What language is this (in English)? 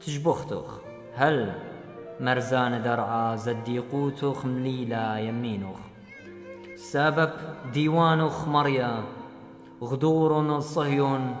Assyrian Neo-Aramaic